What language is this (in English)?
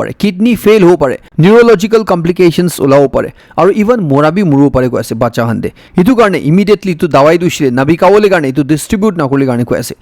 Naga Pidgin